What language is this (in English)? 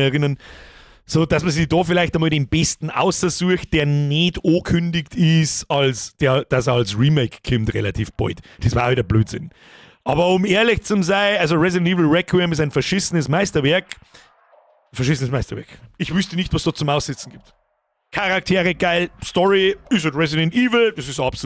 Bavarian